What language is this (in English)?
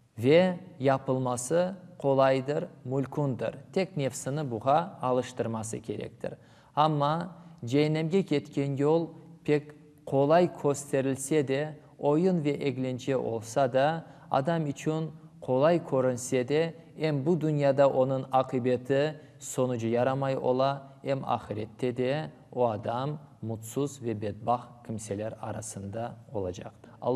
Crimean Tatar